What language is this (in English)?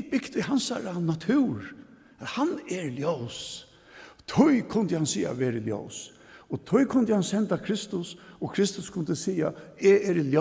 Faroese